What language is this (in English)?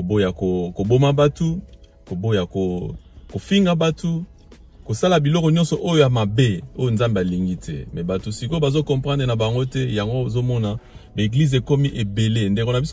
Lingala